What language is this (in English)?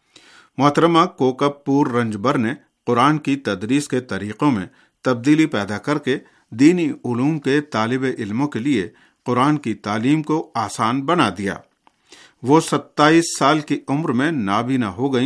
Urdu